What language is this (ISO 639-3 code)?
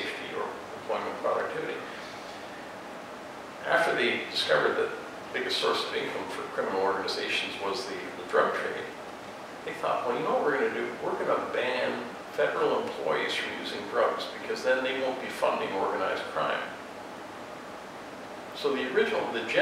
eng